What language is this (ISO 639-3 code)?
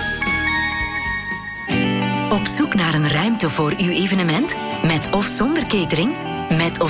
nld